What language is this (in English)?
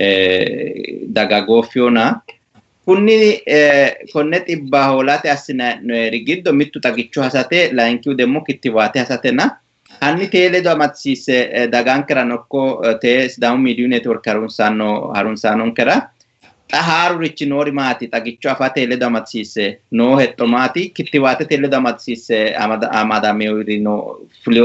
Sidamo